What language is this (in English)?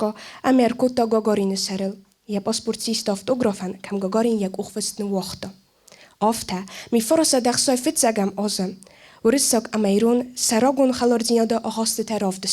Ossetic